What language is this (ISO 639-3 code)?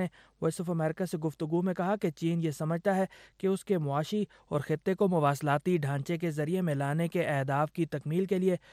urd